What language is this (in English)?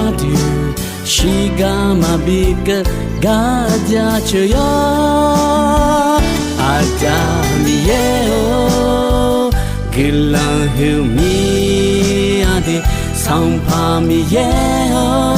Akha